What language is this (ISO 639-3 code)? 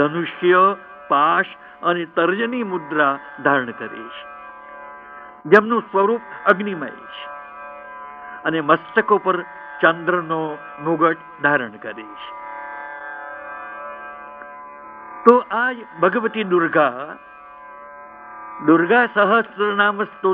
guj